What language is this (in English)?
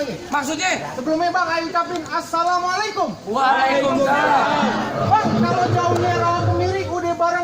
Betawi